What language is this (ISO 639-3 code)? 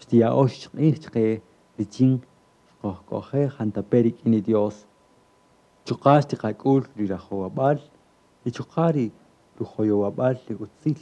cak